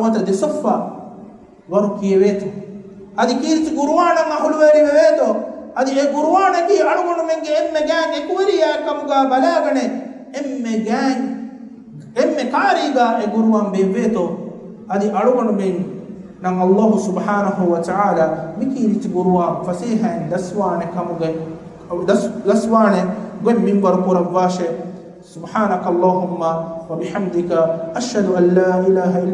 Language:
Divehi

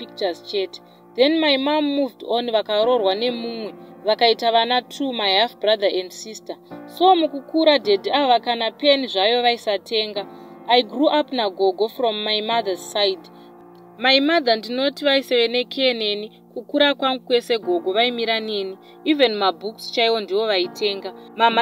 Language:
Shona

